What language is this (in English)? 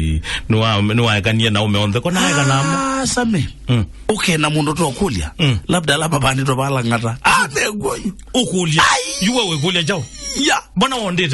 Kamba